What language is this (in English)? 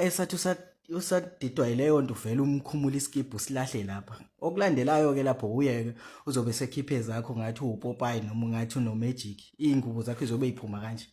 Zulu